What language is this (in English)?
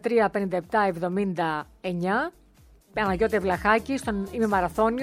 Greek